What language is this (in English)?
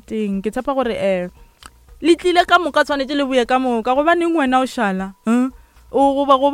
Northern Sotho